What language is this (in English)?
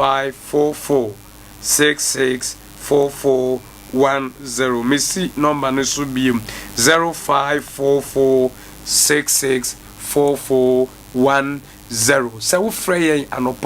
Akan